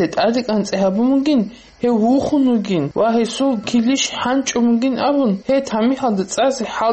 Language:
Avaric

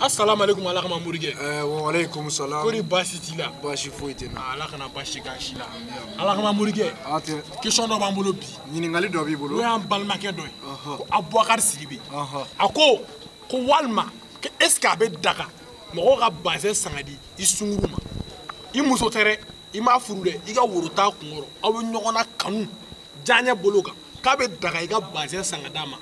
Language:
Bambara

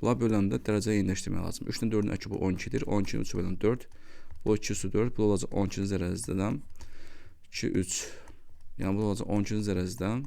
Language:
Azerbaijani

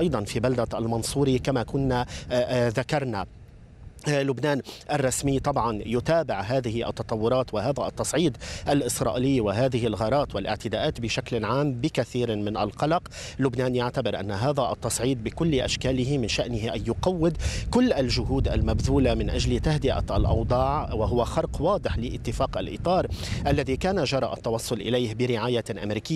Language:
Arabic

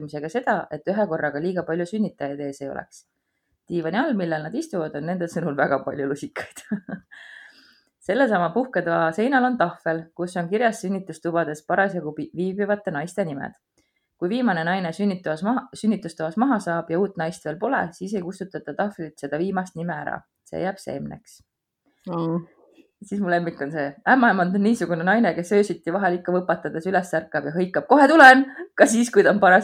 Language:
Estonian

